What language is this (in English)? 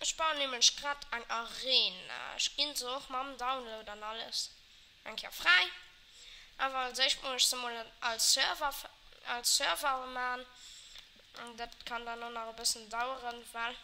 Luxembourgish